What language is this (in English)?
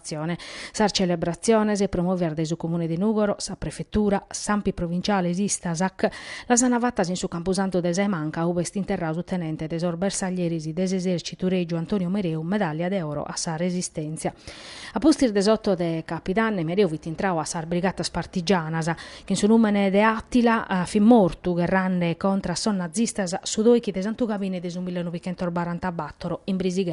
Sardinian